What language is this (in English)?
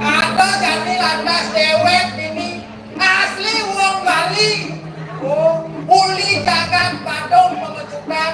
Balinese